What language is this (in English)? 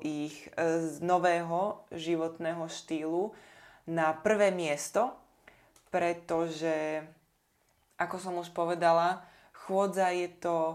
Slovak